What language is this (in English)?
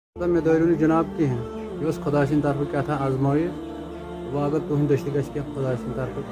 Kashmiri